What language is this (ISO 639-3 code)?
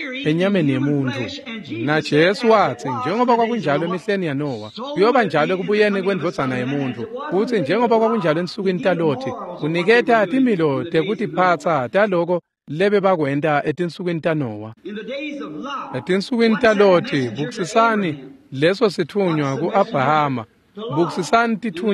ssw